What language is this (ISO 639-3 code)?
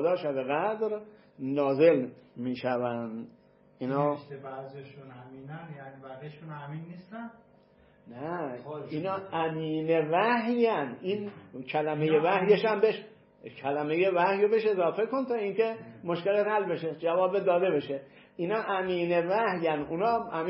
fas